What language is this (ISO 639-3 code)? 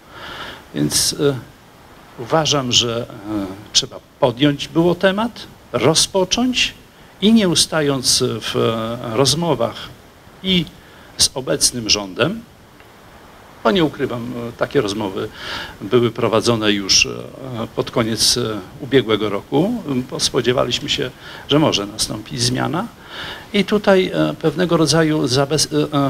pol